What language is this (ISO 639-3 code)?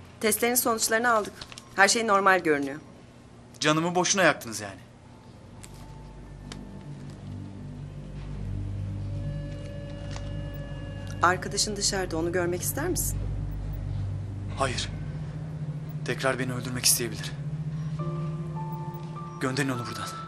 tur